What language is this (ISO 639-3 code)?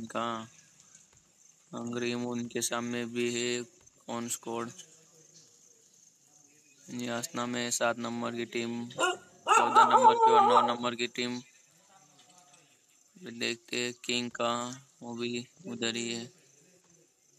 hin